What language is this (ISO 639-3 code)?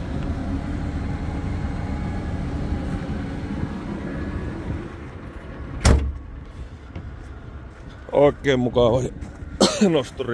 fin